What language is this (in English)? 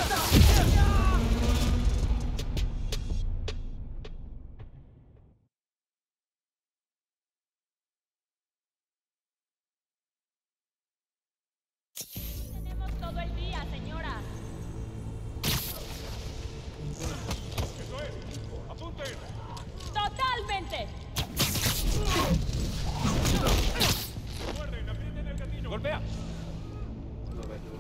Spanish